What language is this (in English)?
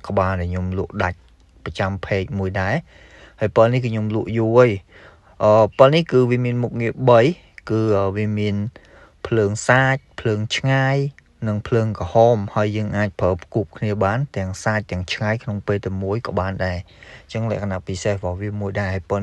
Khmer